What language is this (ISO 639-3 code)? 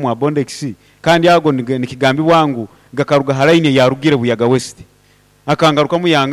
nyo